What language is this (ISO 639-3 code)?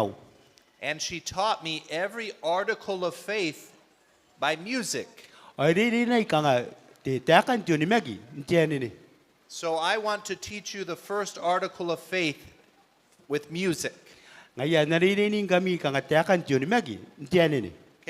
gil